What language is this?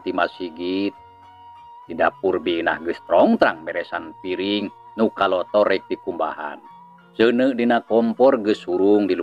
Sundanese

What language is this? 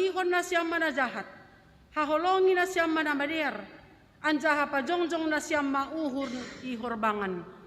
Batak Simalungun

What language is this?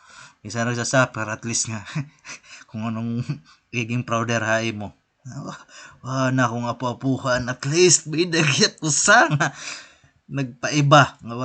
Waray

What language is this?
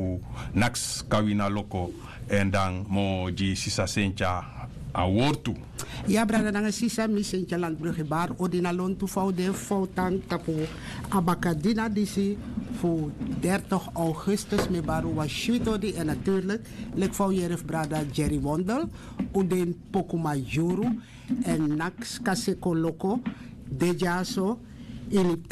Sranan Tongo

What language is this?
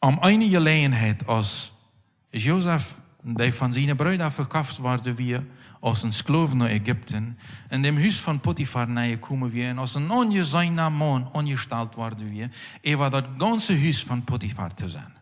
Plautdietsch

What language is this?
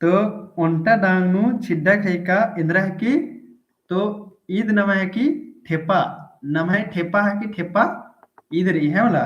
Kurukh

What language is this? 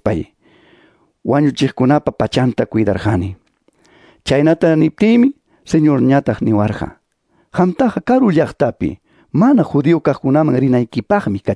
Quechua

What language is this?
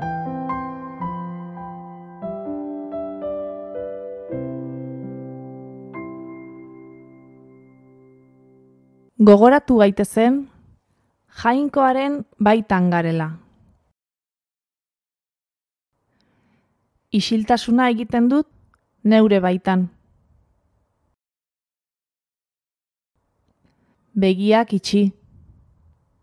Basque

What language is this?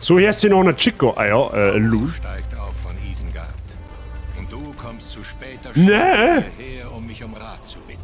Bavarian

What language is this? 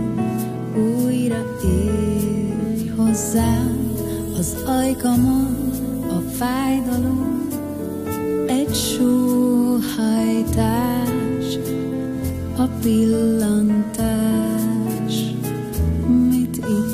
Hungarian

